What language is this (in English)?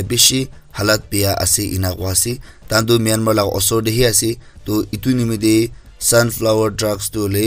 Naga Pidgin